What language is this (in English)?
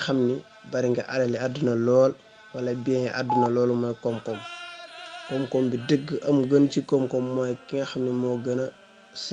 Wolof